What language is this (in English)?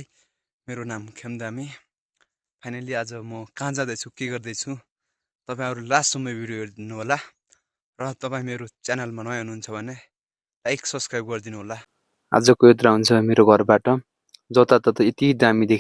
Nepali